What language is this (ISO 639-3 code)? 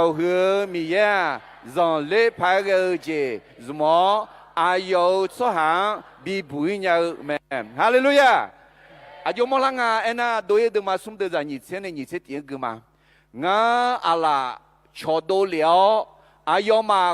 ahk